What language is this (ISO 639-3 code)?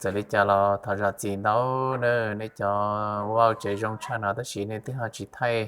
hmn